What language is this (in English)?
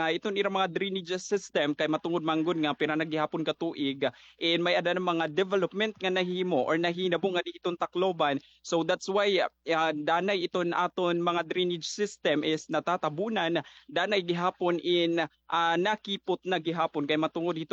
Waray